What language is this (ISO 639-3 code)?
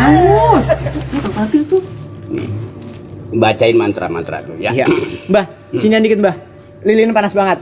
bew